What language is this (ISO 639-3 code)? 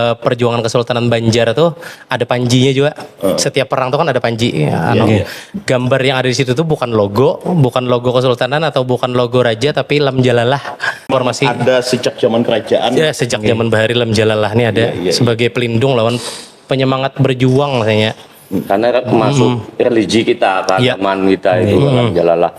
bjn